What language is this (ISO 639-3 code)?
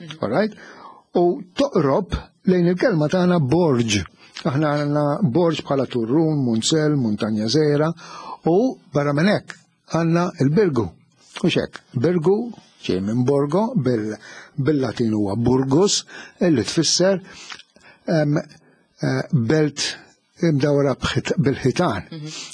mlt